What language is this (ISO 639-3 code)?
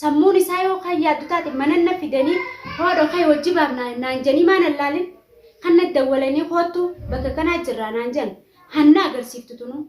orm